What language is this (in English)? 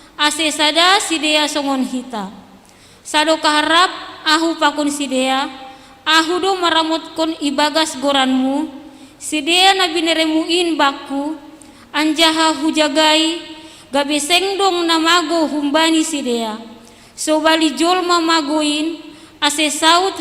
Batak Simalungun